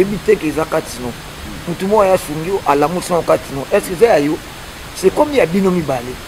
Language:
Lingala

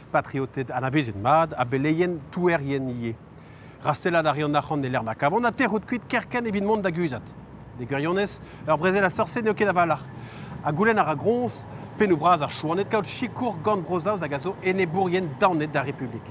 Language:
Breton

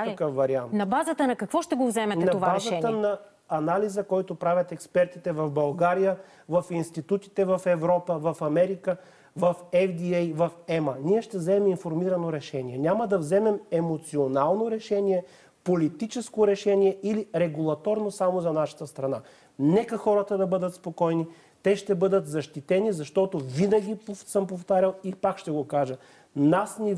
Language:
Bulgarian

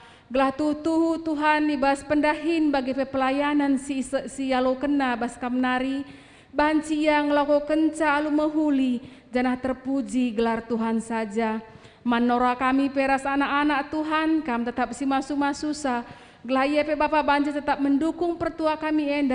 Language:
Batak Karo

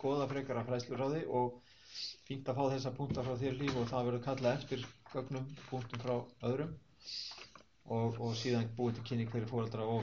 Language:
Icelandic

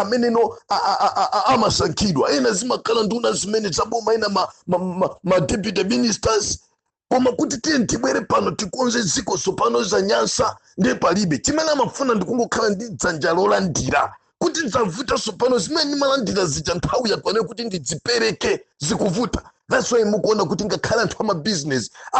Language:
Nyanja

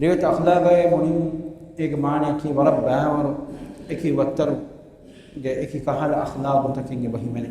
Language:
Divehi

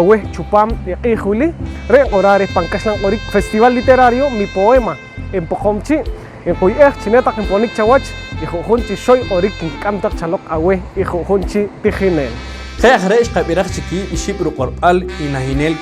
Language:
Poqomchi'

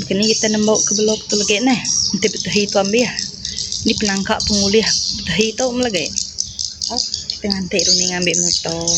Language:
Iban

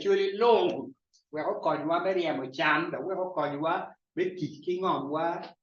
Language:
Acoli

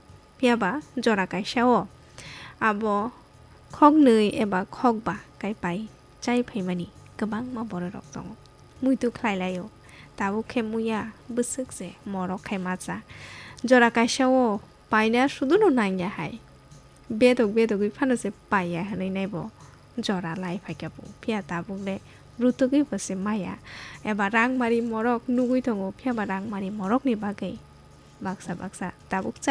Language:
Kok Borok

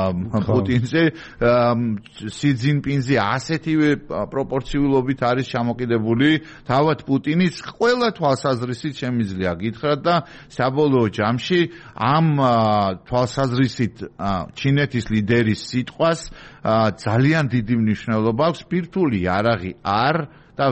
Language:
Georgian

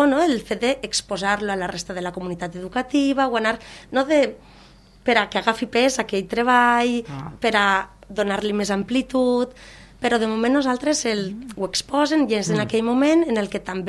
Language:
Catalan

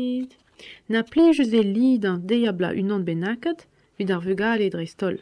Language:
Breton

